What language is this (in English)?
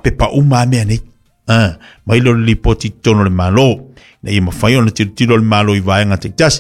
Samoan